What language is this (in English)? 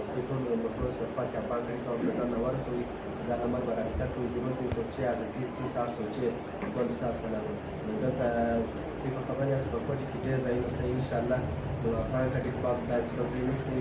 Brahui